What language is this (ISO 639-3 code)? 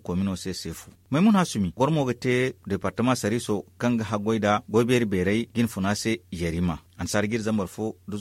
dje